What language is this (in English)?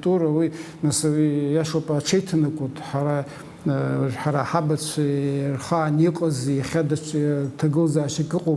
Abkhazian